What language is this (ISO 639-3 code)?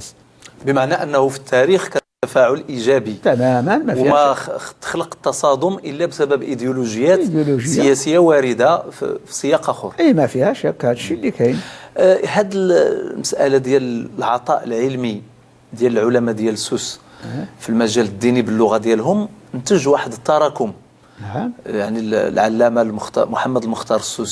ary